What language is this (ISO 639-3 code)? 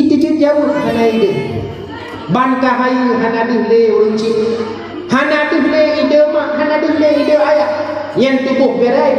ace